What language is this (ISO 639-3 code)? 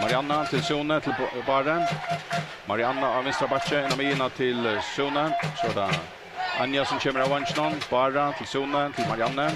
fao